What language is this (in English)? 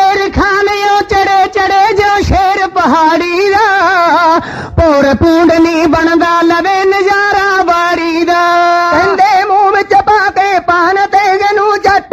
Punjabi